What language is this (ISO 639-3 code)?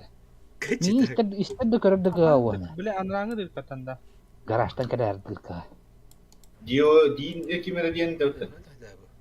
sah